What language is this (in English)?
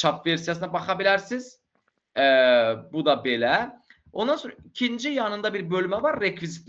Azerbaijani